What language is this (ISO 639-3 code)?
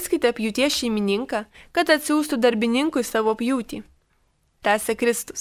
lit